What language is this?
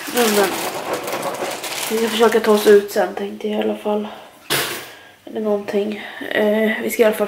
Swedish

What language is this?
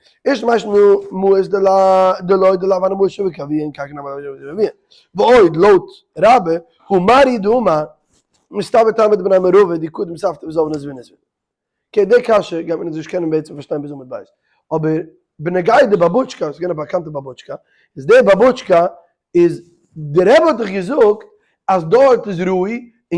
Yiddish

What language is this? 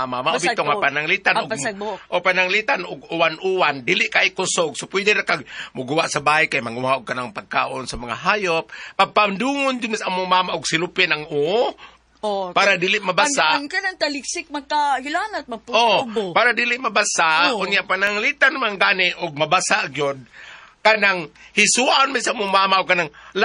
Cebuano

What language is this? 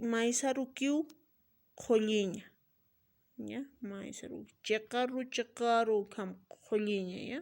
Aymara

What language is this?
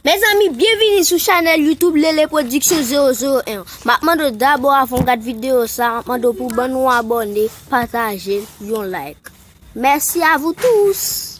Haitian Creole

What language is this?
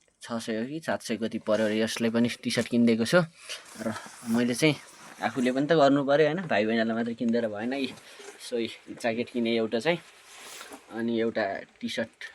Nepali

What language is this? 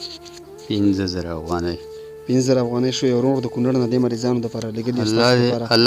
Pashto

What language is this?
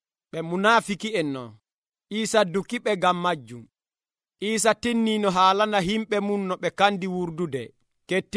Nigerian Fulfulde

